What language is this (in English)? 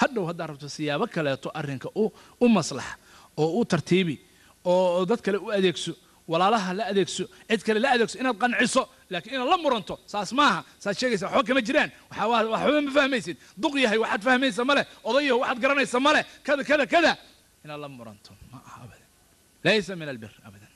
Somali